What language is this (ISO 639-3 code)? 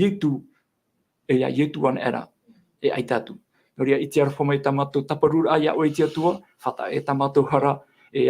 tah